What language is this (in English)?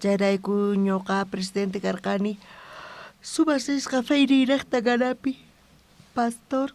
South Bolivian Quechua